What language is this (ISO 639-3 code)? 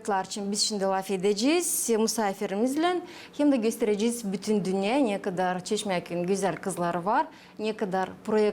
gag